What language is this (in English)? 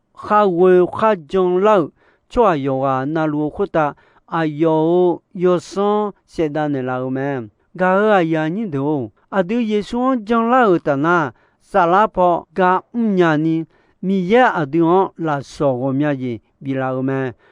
Akha